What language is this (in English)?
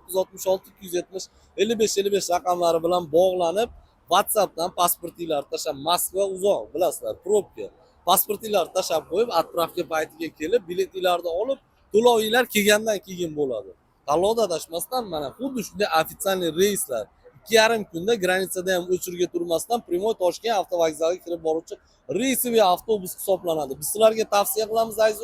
Uzbek